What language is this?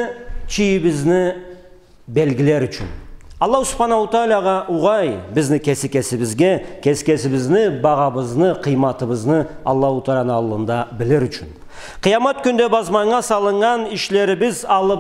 Karachay-Balkar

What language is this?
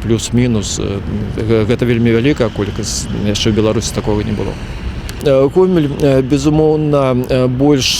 Belarusian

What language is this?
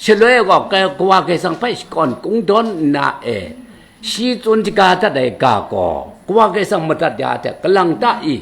Kachin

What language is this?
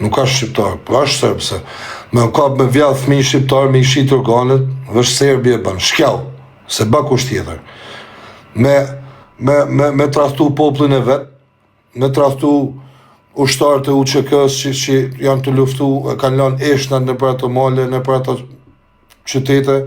Albanian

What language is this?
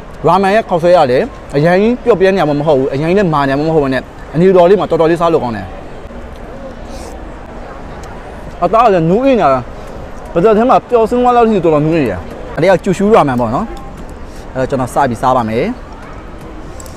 Burmese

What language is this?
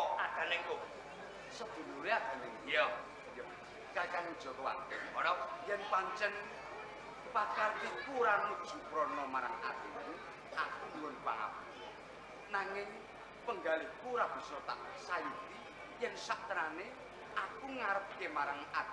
Javanese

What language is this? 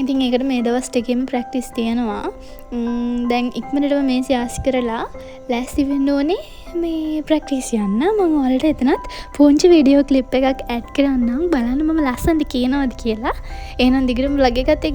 Sinhala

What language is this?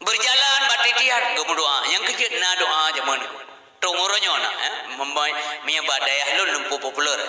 Achinese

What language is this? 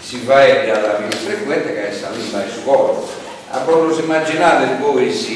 Sardinian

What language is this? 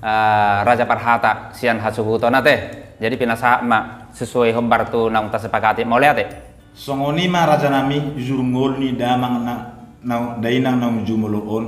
Batak Toba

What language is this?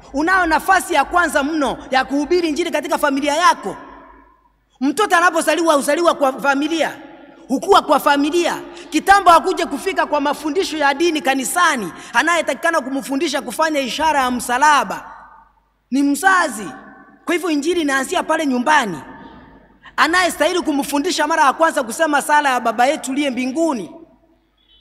Swahili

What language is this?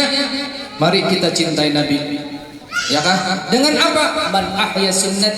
Banjar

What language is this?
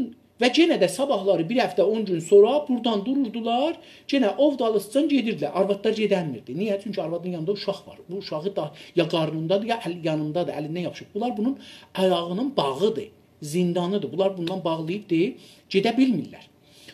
South Azerbaijani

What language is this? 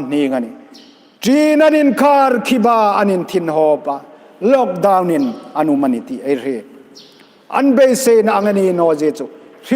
Hmar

